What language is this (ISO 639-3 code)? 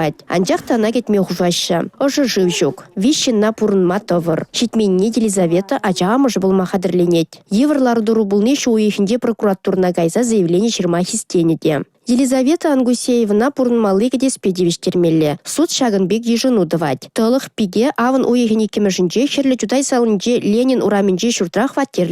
chv